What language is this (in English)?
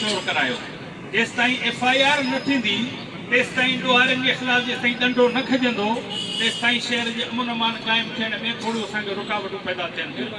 Sindhi